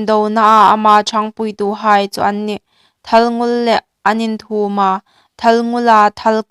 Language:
Hmar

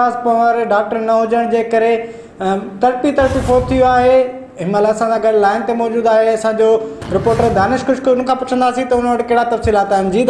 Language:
Sindhi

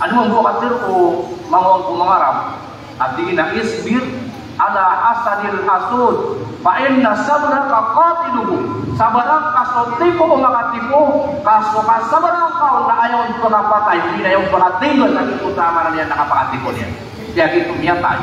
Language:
Maranao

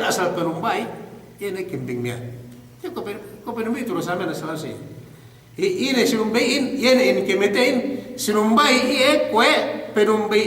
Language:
Yakan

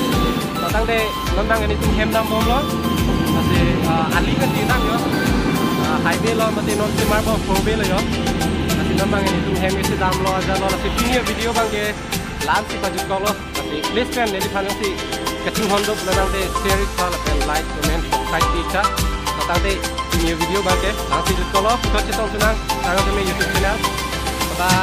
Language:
Karbi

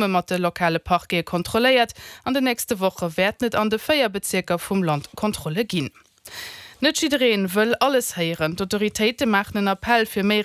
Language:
Luxembourgish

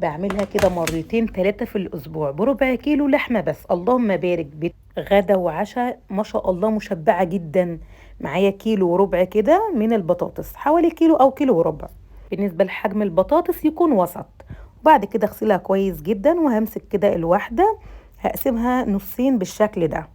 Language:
Egyptian Arabic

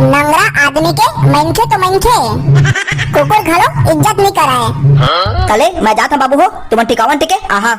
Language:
Chhattisgarhi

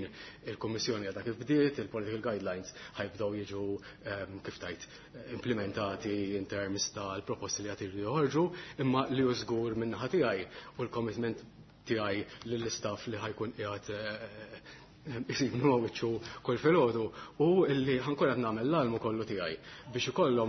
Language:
Maltese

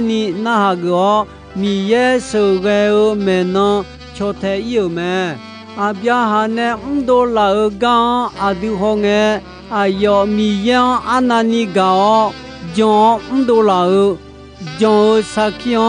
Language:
Akha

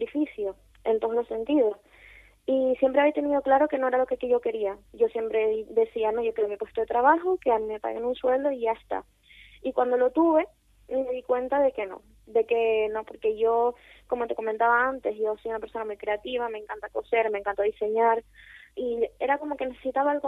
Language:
Spanish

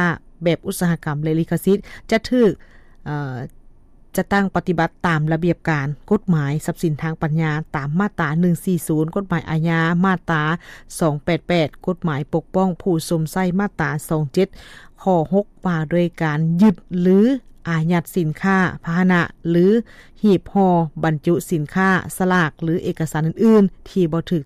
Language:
Lao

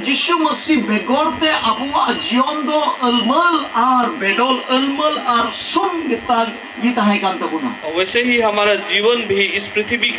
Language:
Santali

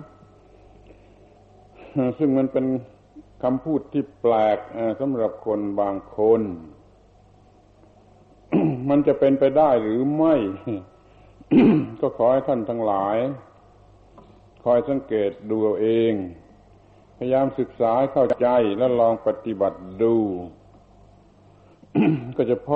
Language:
Thai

